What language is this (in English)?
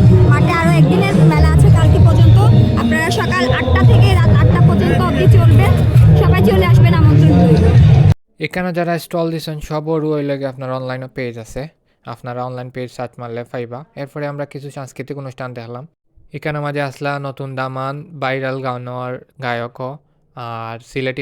Sylheti